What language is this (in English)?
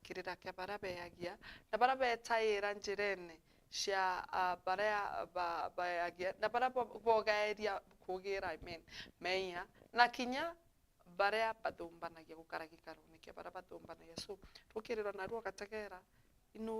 Meru